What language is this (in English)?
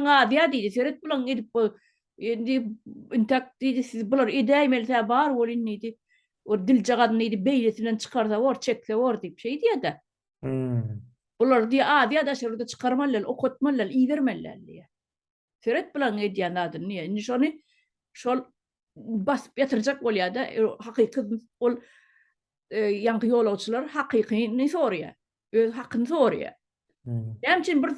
Turkmen